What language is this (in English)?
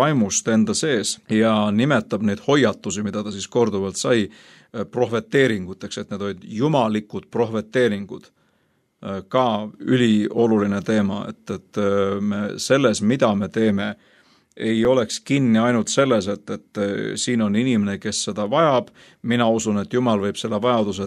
Estonian